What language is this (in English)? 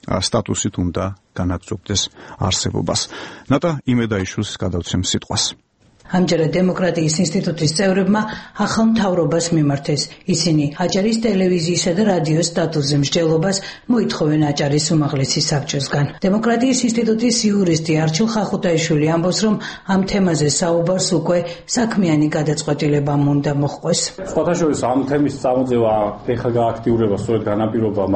Georgian